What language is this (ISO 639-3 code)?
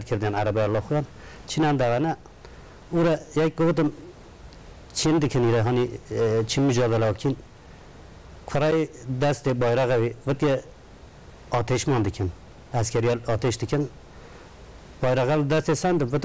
kur